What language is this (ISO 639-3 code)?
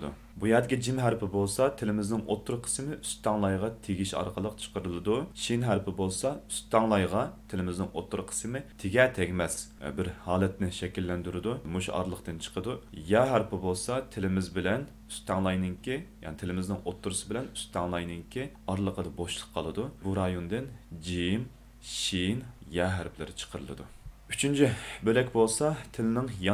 uig